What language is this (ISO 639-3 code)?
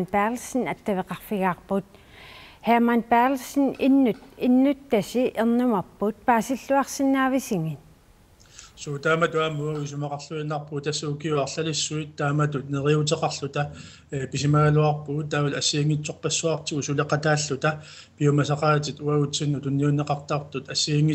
kal